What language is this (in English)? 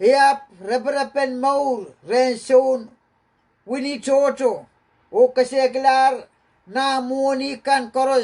Pohnpeian